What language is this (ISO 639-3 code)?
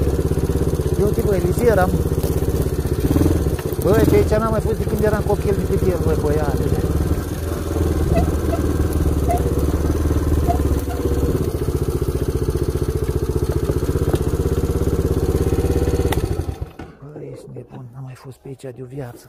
ron